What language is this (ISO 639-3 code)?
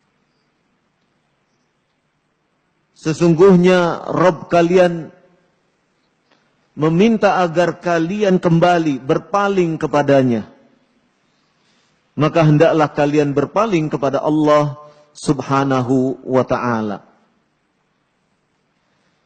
ind